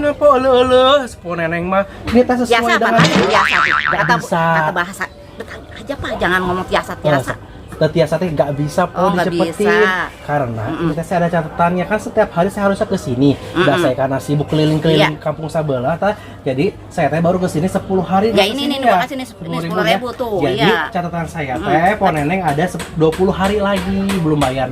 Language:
Betawi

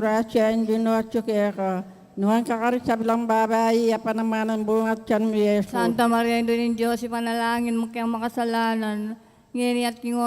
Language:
Pampanga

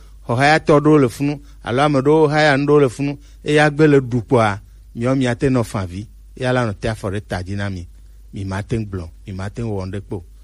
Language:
Gen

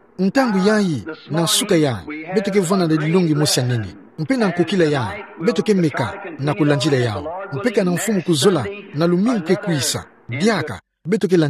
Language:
Kituba (Democratic Republic of Congo)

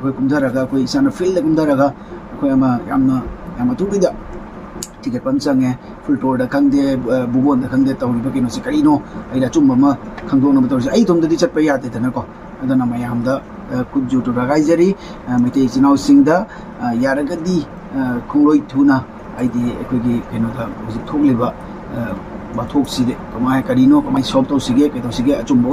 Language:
Manipuri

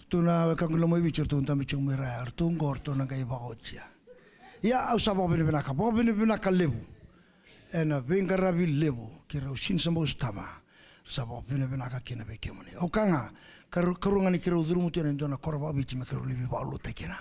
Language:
Fijian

